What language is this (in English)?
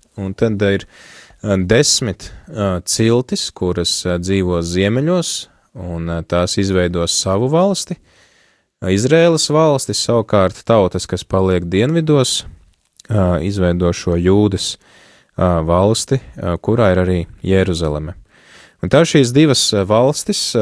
Latvian